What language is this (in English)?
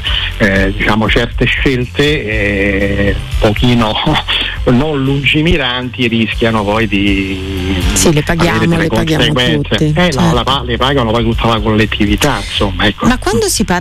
Italian